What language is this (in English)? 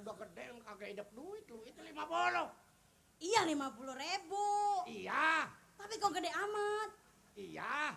Betawi